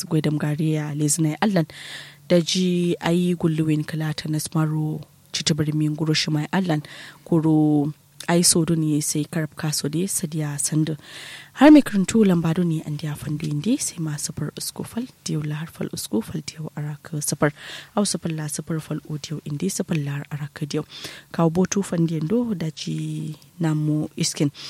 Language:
Kanuri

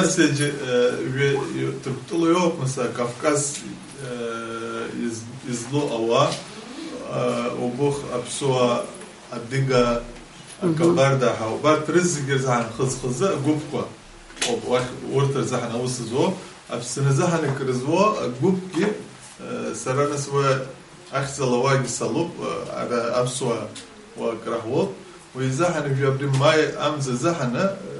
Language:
Abkhazian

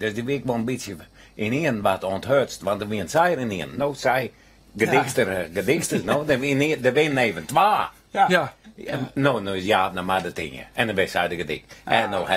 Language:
Western Frisian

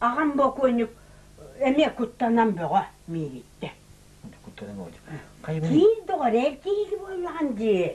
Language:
Yakut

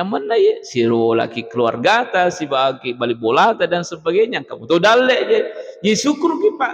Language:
Buginese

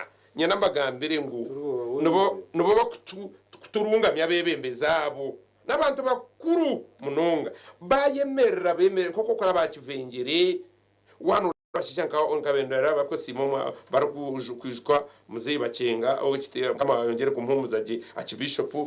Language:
Nyankole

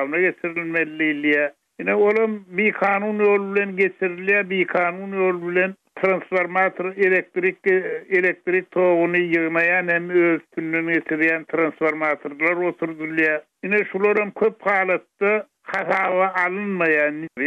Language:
Turkmen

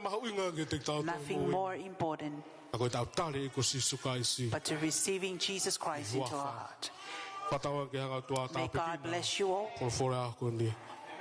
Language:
Tongan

